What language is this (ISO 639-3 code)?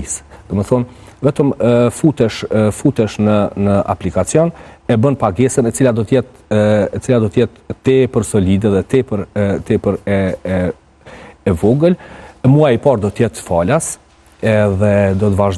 sqi